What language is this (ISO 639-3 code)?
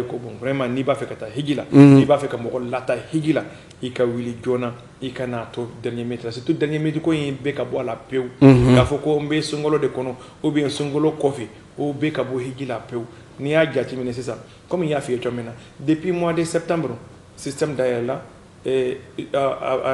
bam